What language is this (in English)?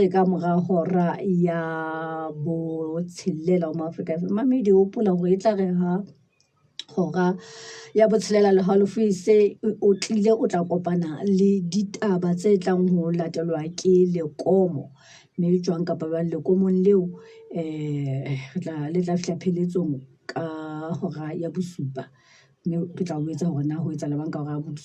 Southern Sotho